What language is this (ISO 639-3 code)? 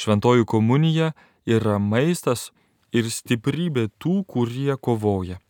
lit